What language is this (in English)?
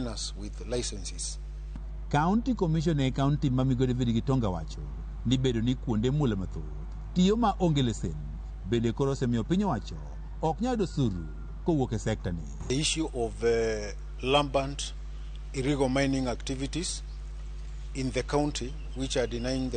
Luo (Kenya and Tanzania)